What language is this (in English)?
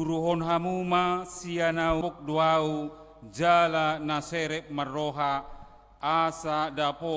Batak Toba